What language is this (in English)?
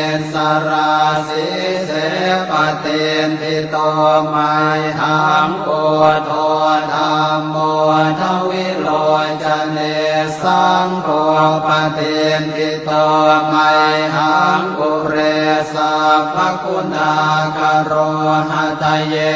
Pali